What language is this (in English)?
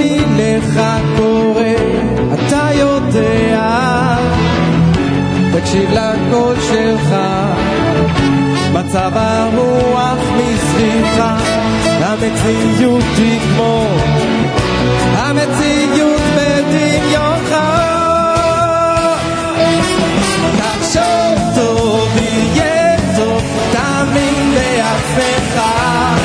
Hebrew